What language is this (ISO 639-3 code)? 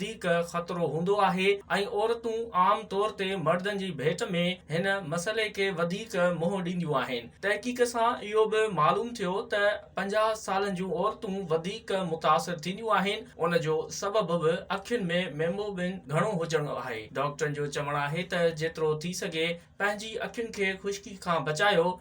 snd